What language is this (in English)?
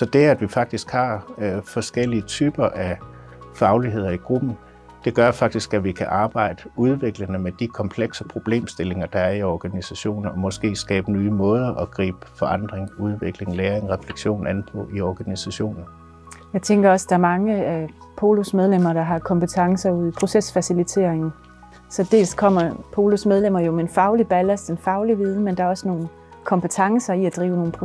Danish